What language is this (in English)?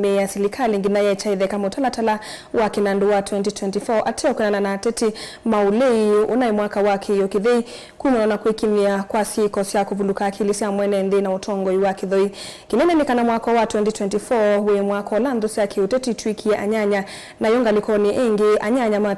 Kamba